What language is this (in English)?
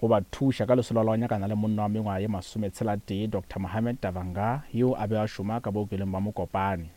Northern Sotho